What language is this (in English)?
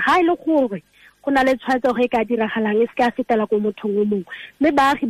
Tswana